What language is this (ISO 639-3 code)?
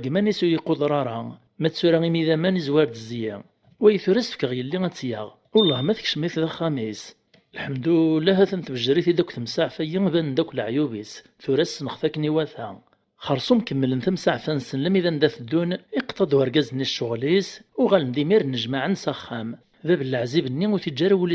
kab